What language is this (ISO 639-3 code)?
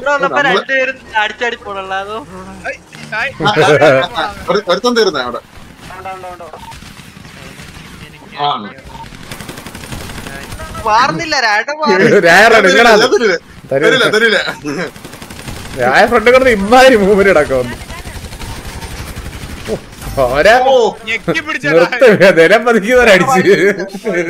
mal